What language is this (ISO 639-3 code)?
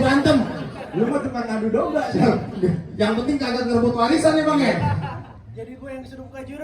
bew